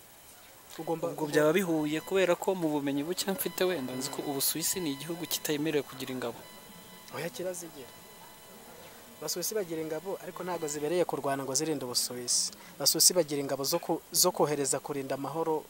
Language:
Kinyarwanda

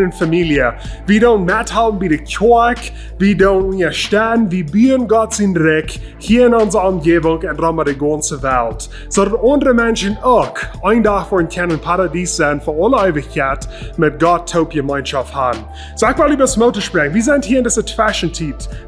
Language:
Plautdietsch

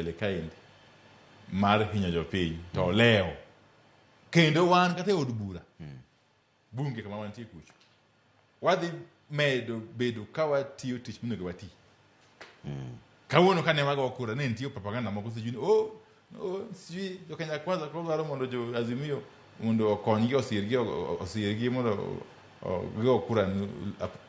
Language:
Luo (Kenya and Tanzania)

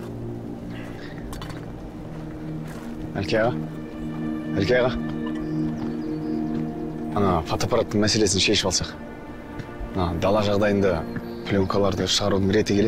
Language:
Kazakh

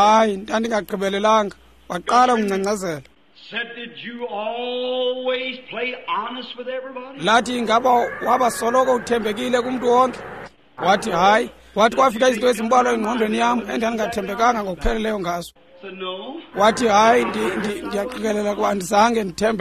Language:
Xhosa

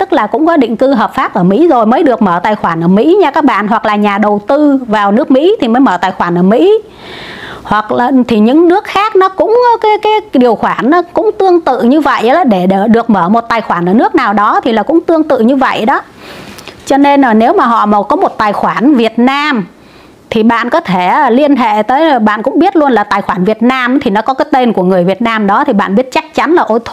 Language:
Vietnamese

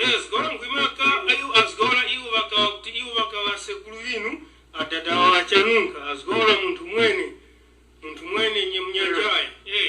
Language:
Tumbuka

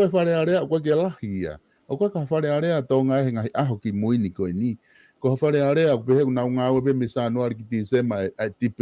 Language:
Tongan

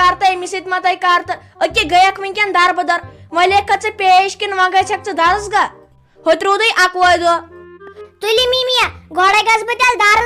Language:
Kashmiri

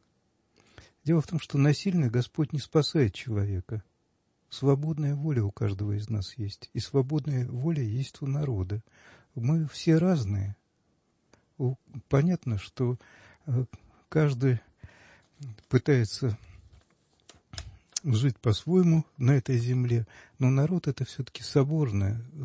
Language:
Russian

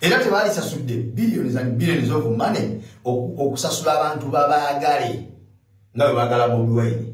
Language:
Ganda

